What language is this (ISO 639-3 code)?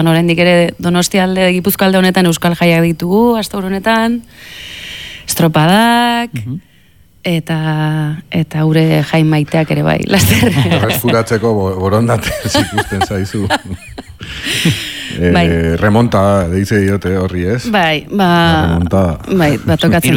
eus